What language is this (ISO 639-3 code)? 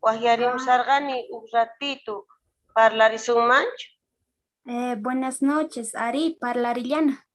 que